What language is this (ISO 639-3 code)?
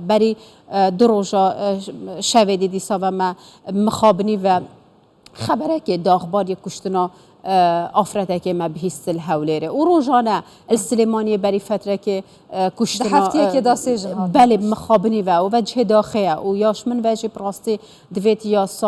kur